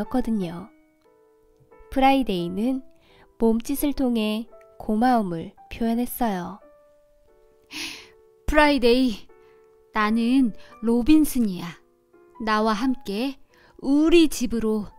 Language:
Korean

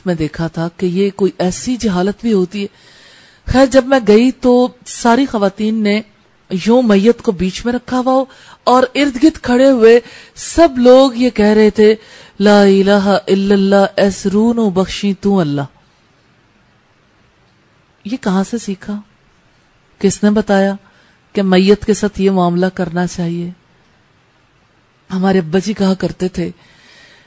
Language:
Urdu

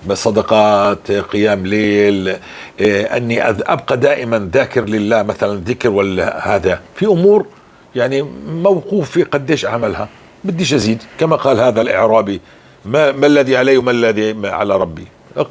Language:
North Levantine Arabic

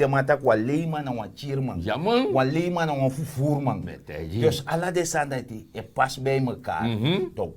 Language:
Sranan Tongo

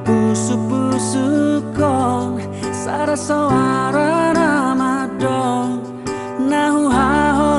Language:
Batak Toba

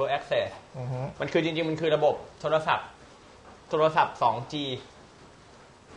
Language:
Thai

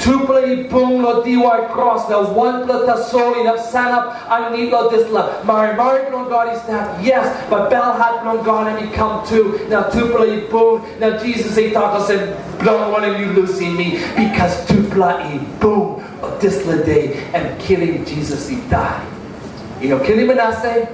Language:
Tok Pisin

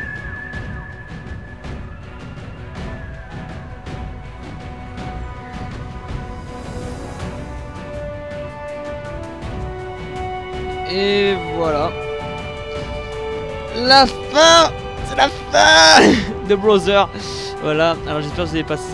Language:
French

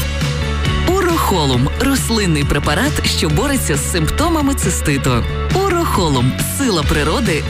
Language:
Ukrainian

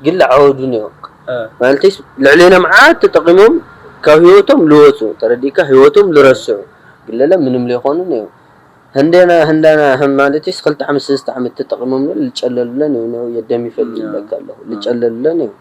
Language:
Tigrinya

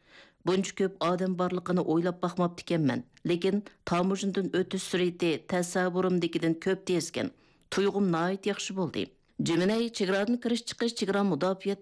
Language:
Uyghur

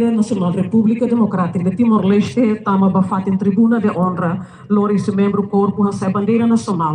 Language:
Tetum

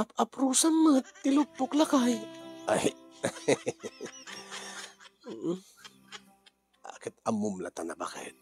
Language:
Iloko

